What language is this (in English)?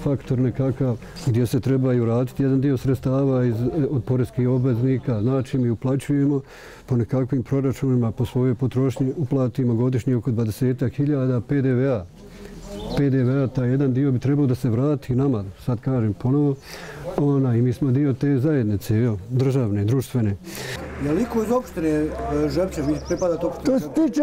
Bosnian